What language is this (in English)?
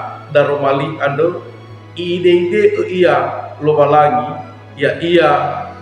Nias